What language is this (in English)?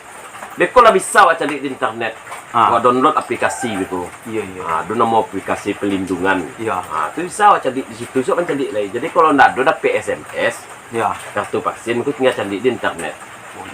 Minangkabau